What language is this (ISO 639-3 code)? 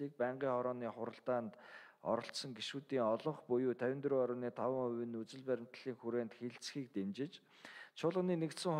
mon